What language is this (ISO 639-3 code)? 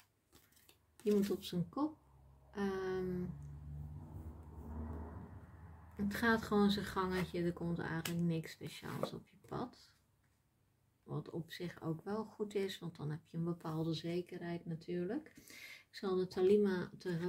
nld